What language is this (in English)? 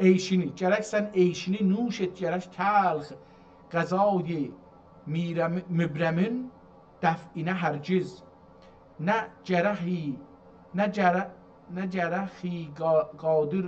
South Azerbaijani